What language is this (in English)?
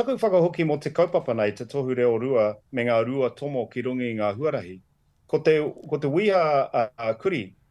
Māori